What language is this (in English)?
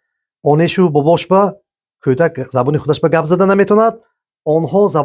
Tajik